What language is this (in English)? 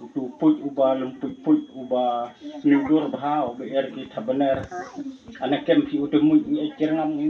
Khasi